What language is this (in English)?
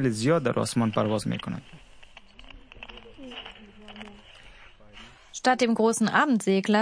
Persian